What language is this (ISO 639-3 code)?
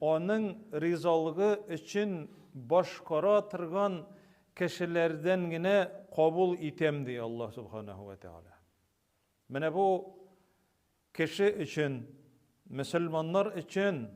tat